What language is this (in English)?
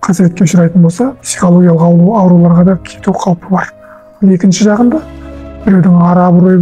Kazakh